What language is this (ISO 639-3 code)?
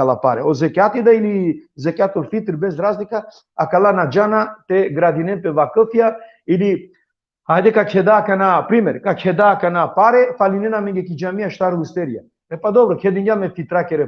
rmn